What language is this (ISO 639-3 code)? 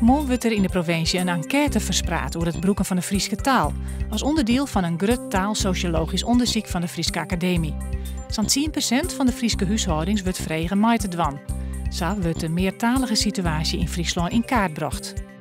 fry